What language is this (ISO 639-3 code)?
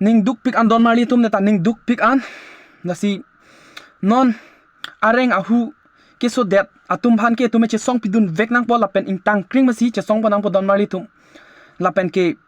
mjw